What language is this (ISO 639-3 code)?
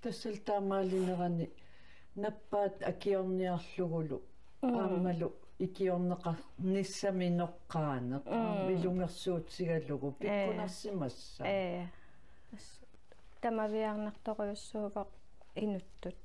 kal